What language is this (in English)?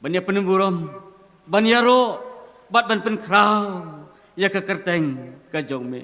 Khasi